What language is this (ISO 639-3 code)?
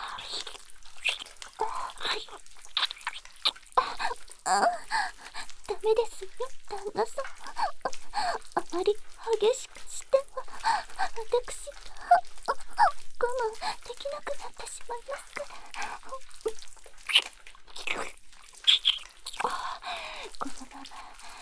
jpn